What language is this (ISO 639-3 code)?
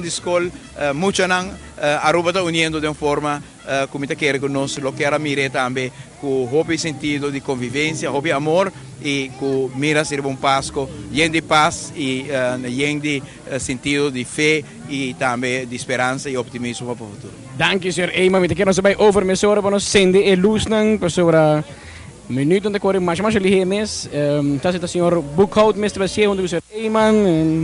pap